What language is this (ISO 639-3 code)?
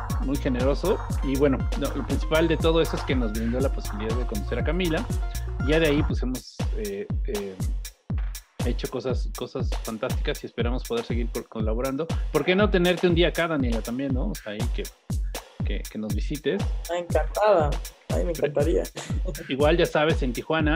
spa